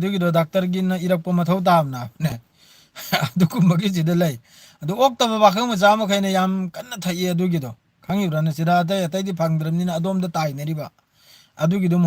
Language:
Manipuri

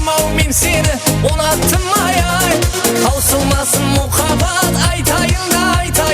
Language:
Kara-Kalpak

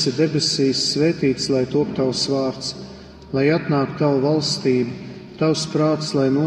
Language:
Latvian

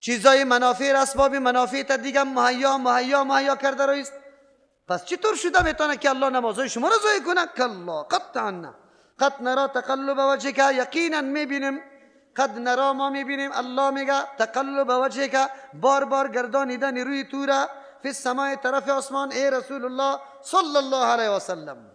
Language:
Persian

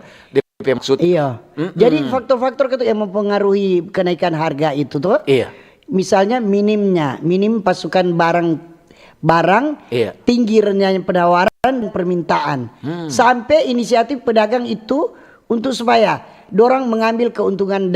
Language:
Manado Malay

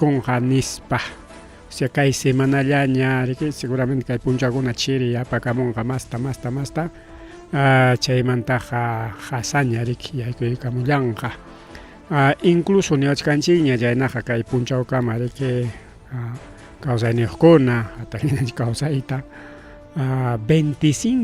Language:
Ayacucho Quechua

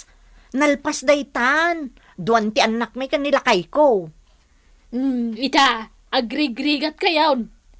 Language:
Iloko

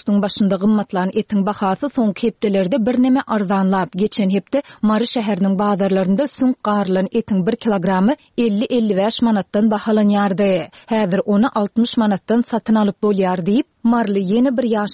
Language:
Turkmen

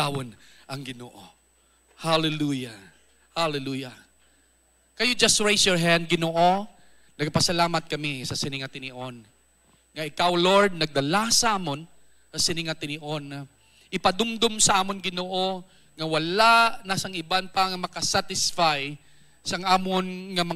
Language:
Hiligaynon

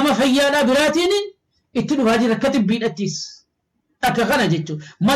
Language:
Oromo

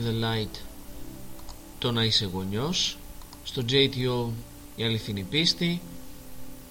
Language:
Greek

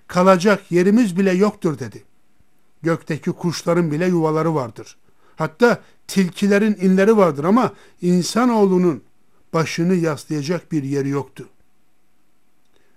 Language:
Turkish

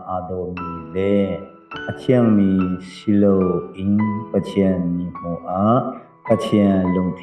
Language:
Hakha Chin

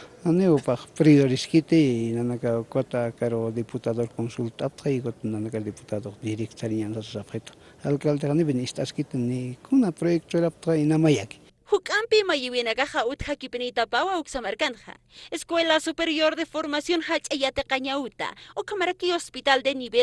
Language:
Aymara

